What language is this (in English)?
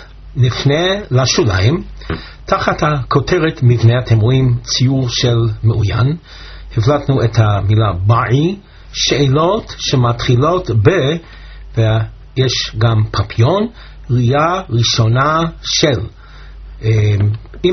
Hebrew